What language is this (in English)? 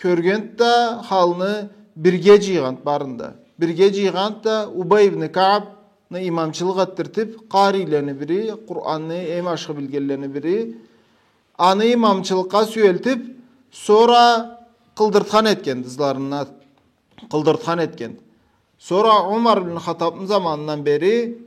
Karachay-Balkar